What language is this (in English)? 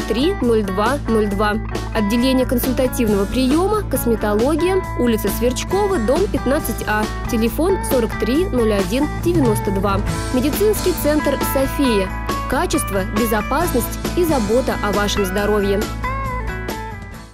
Russian